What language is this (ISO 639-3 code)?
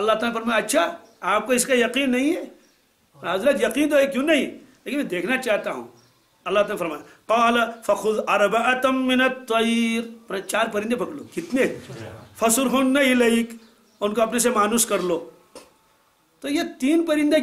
urd